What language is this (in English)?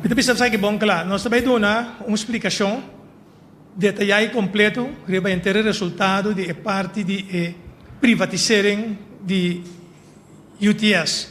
Papiamento